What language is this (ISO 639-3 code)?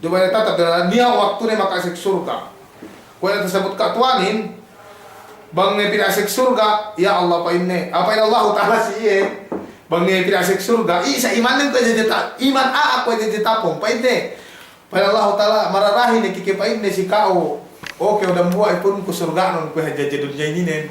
yka